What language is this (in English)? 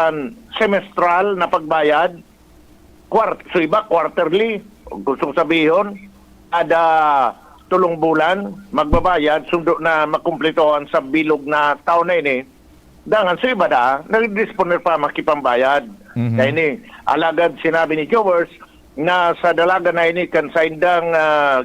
Bikol